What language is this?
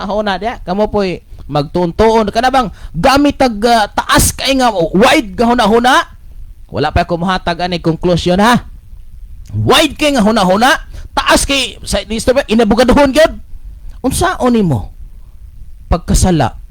Cebuano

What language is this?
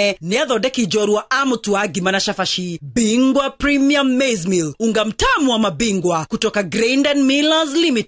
Kikuyu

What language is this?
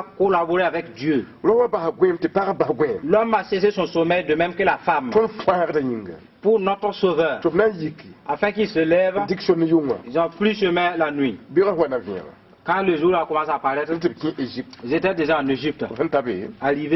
Mossi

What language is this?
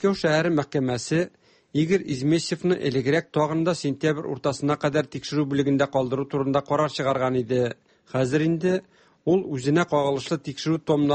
Tatar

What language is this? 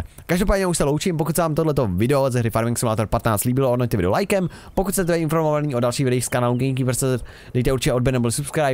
Czech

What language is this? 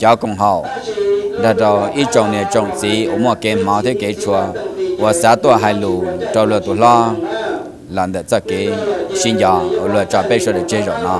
Hmong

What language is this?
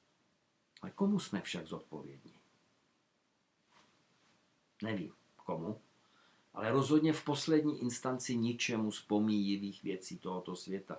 Czech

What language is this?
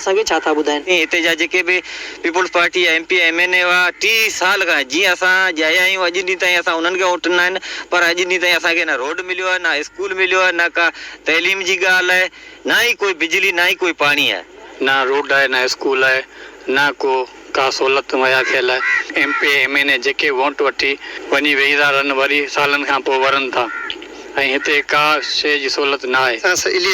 Sindhi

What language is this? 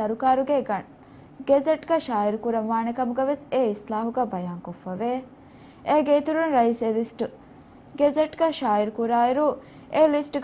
Divehi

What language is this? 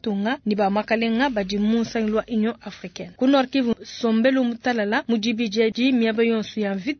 Luba-Lulua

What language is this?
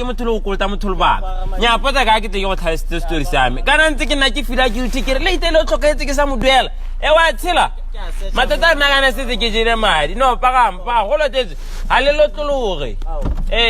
Tswana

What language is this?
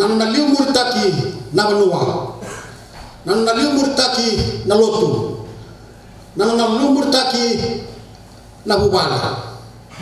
Fijian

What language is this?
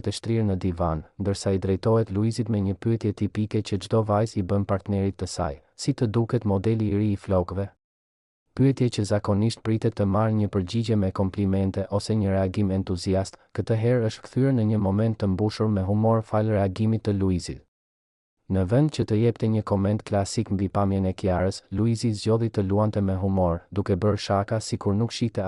Albanian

